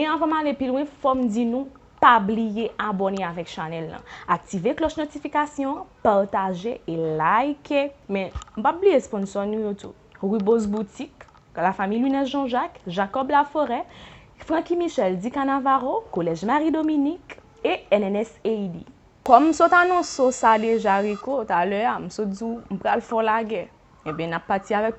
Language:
Haitian Creole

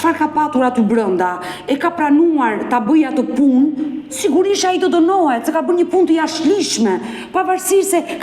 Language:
Albanian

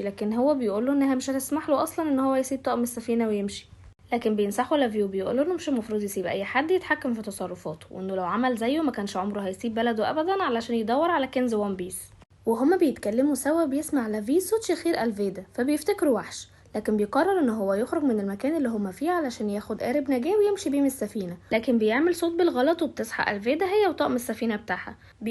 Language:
Egyptian Arabic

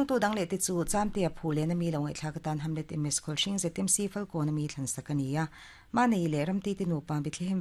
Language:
Mizo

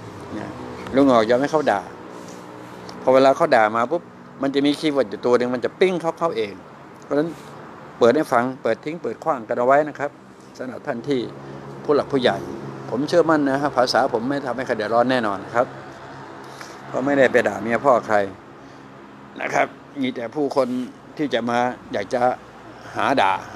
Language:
Thai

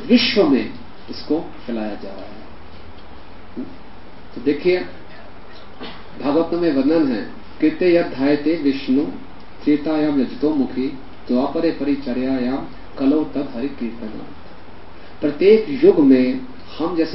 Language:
Hindi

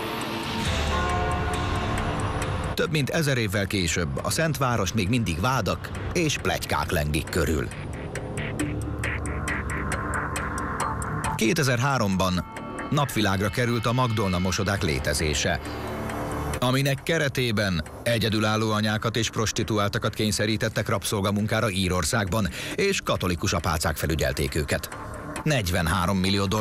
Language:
Hungarian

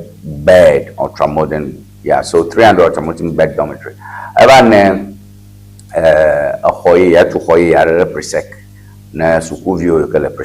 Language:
Ewe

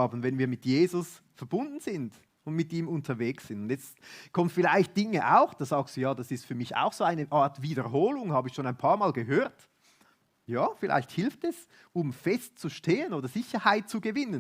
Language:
Swiss German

